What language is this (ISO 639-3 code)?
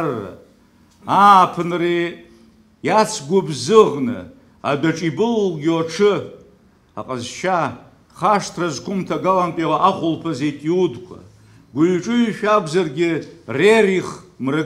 abk